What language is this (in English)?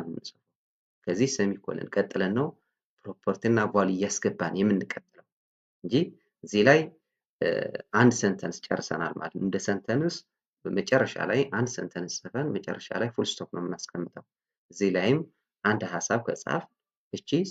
Amharic